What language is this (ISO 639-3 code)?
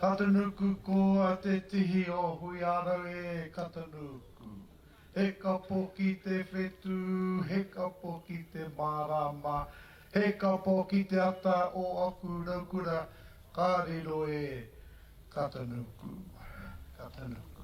mri